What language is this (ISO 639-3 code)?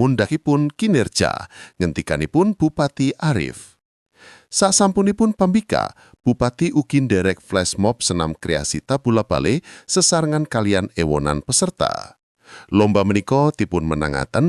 jav